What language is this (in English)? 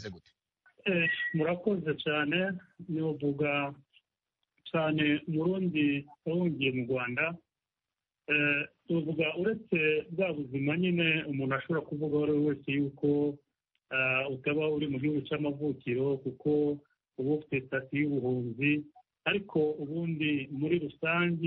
Kinyarwanda